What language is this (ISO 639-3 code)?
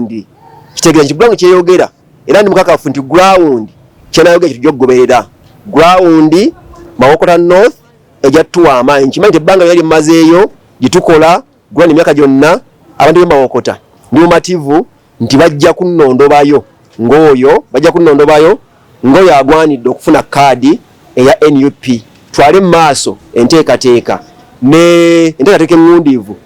lug